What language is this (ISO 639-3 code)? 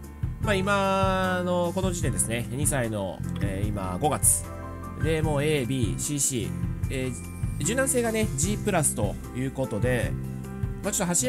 jpn